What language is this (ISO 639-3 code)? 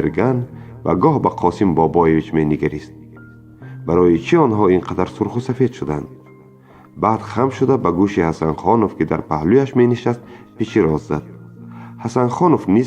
tgk